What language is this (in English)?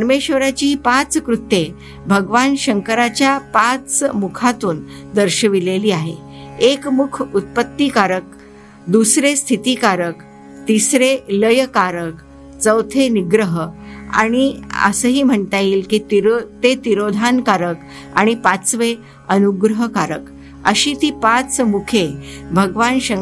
Marathi